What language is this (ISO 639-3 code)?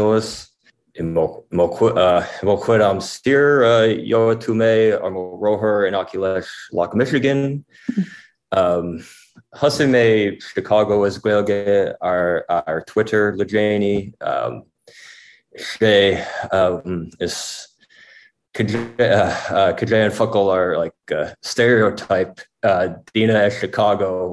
gle